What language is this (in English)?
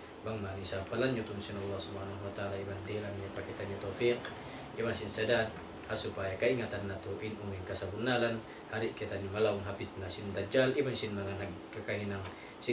Tausug